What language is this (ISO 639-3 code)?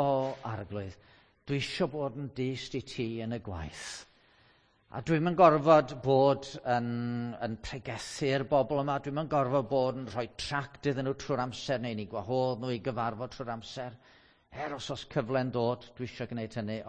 cym